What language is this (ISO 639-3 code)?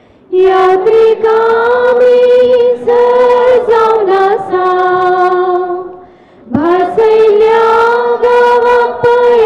kok